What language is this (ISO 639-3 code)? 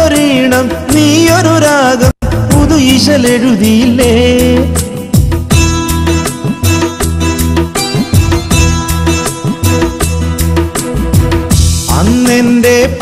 mal